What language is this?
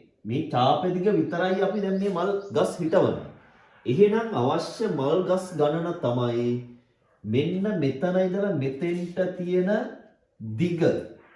Sinhala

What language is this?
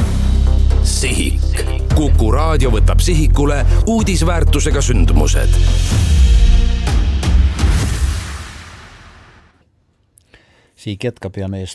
Estonian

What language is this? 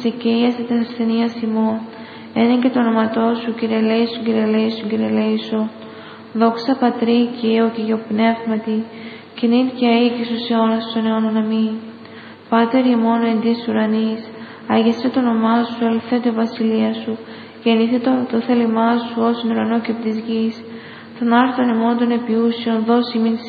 Greek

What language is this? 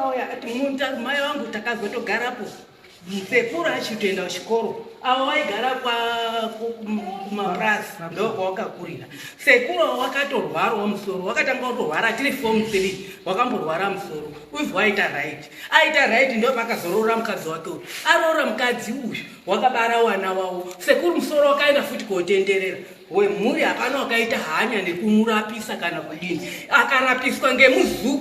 Shona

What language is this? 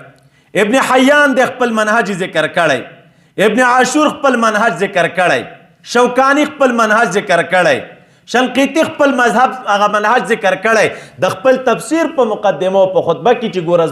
Pashto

